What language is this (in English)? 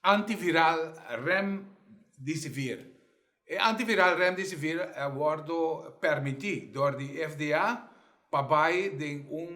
Papiamento